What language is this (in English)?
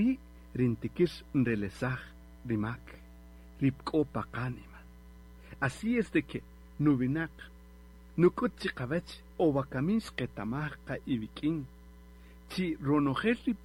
Kaqchikel